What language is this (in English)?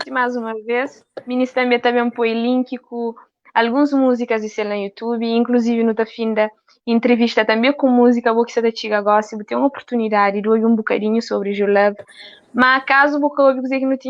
Kabuverdianu